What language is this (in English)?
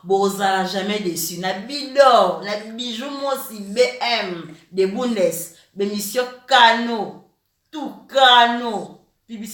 Lingala